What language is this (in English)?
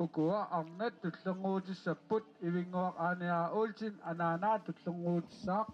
Kalaallisut